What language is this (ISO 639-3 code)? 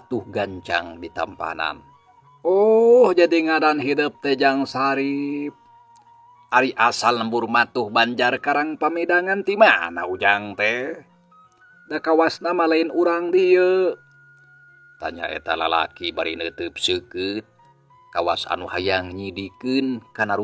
sun